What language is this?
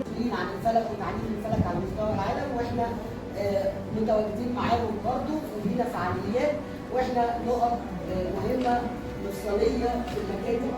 Egyptian Arabic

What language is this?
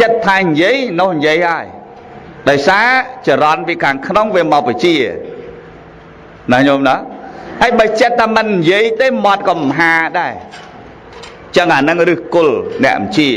Khmer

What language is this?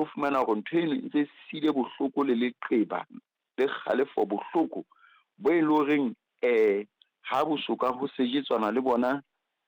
Southern Sotho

